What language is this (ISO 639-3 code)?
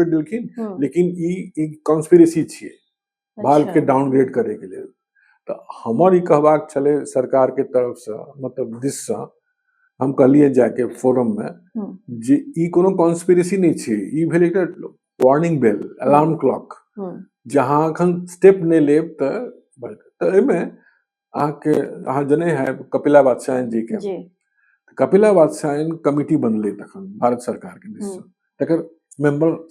mai